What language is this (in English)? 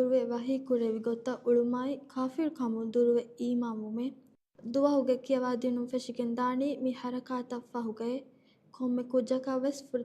Divehi